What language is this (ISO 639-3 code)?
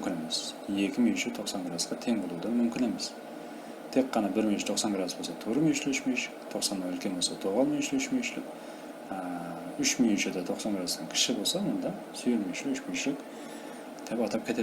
kaa